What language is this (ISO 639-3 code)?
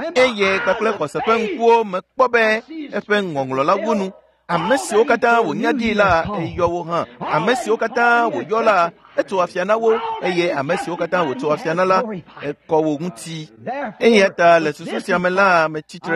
ewe